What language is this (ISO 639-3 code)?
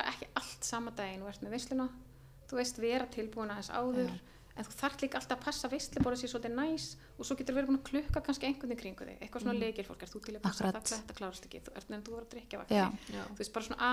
isl